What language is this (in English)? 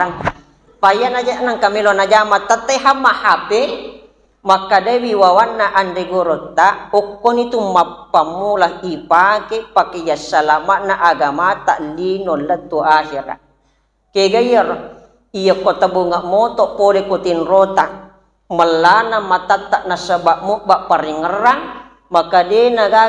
Buginese